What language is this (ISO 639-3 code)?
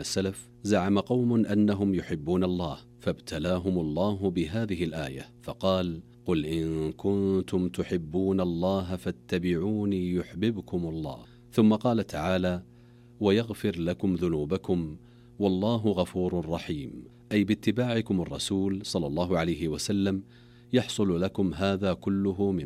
ara